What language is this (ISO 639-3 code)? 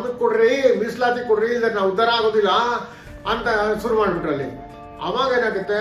kan